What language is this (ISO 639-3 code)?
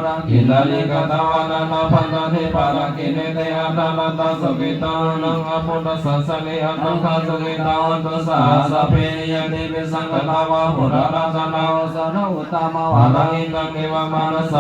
pli